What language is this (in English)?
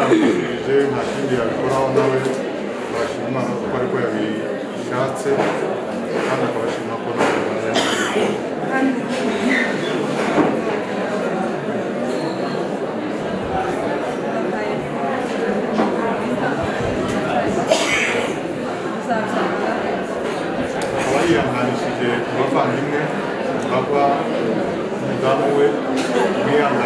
Kinyarwanda